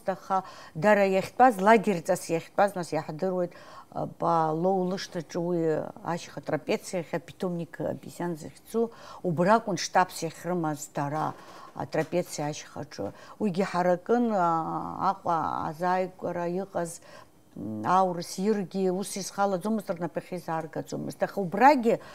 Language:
Abkhazian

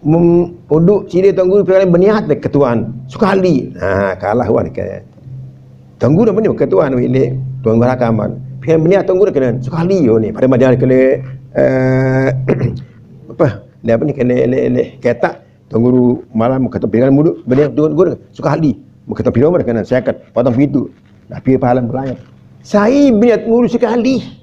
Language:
Sasak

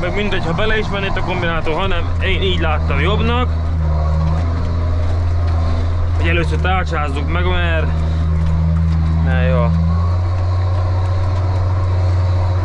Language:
Hungarian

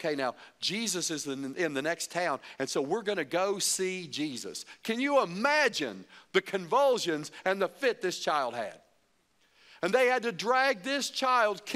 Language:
English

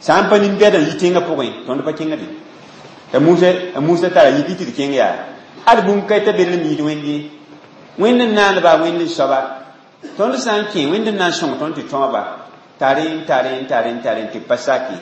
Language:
Mossi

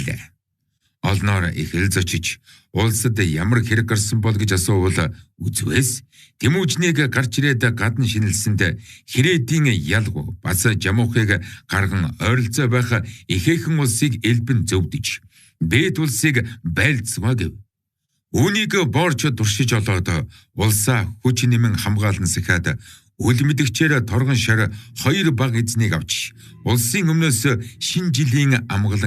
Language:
Mongolian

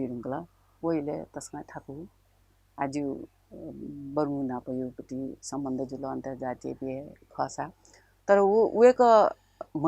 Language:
Newari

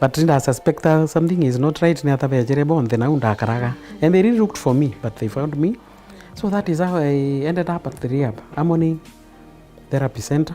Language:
Meru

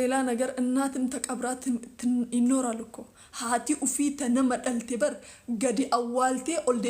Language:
Oromo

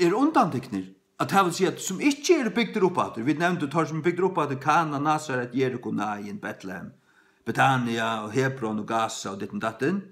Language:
Faroese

